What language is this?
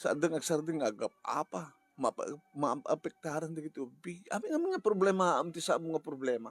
Iloko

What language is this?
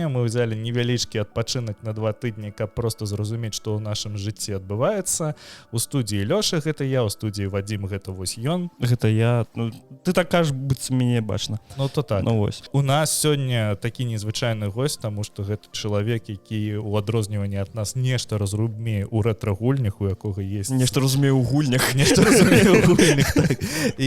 Belarusian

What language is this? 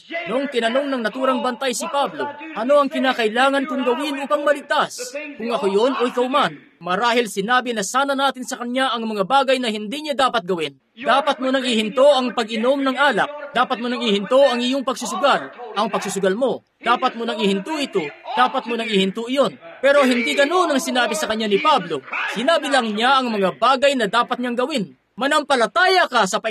Filipino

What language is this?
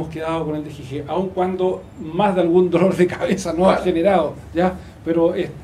Spanish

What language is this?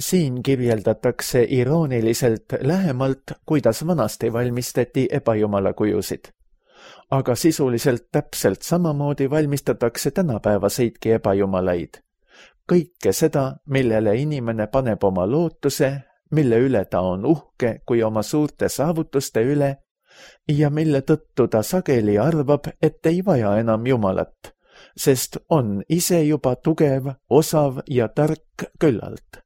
Estonian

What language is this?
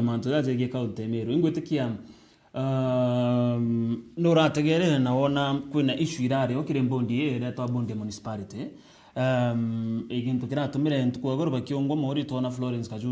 Meru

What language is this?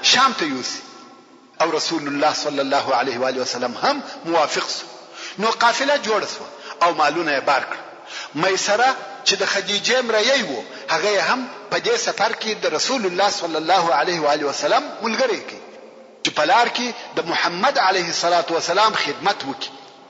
Pashto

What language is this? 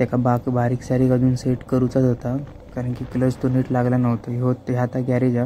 Konkani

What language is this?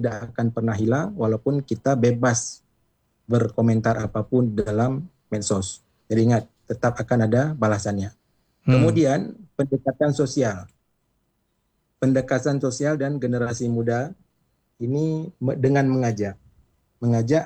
Indonesian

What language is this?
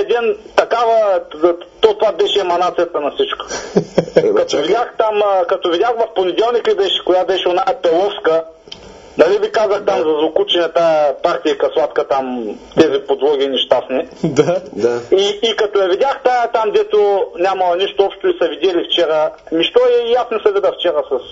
Bulgarian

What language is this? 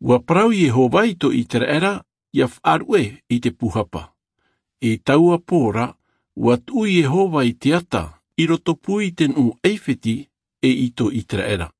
Tahitian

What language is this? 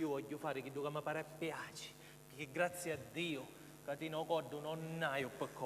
Sicilian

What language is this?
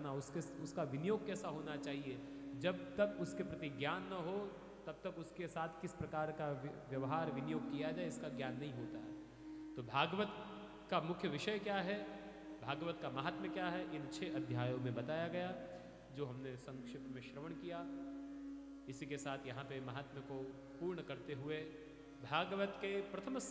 Hindi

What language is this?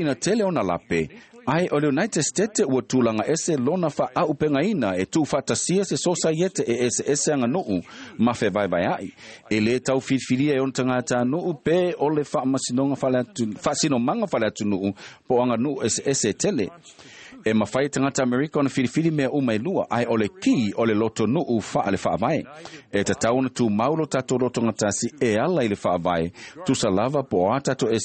Samoan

